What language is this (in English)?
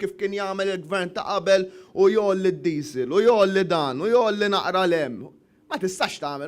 Maltese